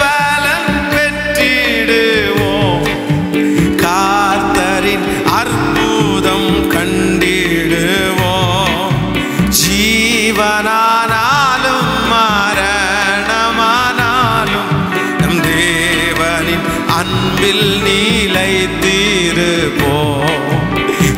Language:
Tamil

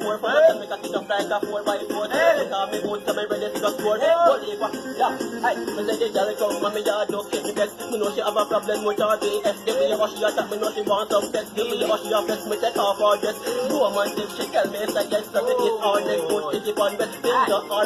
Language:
Jamaican Creole English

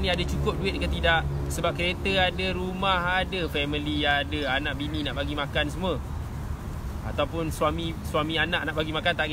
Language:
Malay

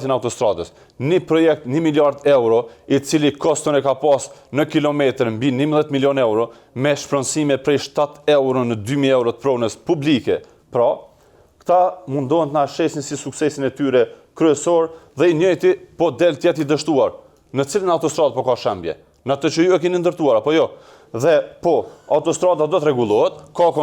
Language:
Albanian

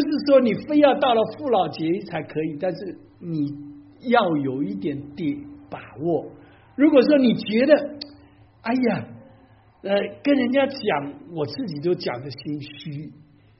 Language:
Chinese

